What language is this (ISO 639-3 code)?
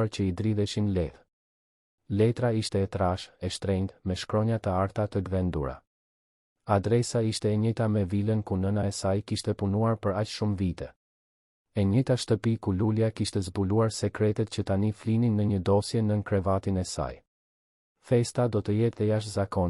sqi